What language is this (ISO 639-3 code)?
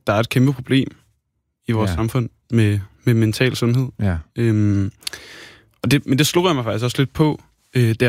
dan